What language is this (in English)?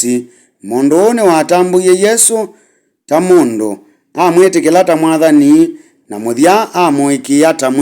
Kamba